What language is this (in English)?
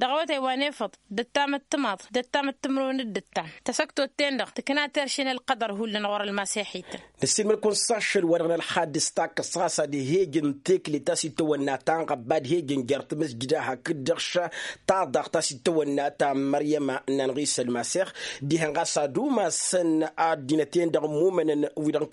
Tamasheq